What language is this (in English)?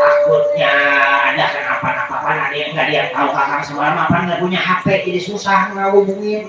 Betawi